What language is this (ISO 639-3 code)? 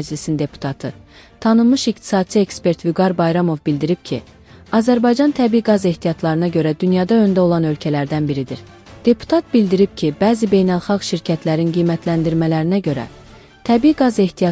aze